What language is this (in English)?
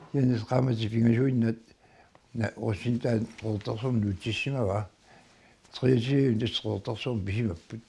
Kalaallisut